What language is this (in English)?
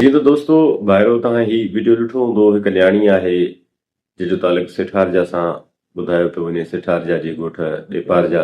Sindhi